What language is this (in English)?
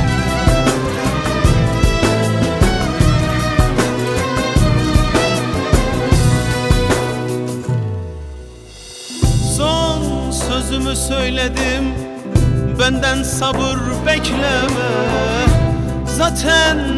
Turkish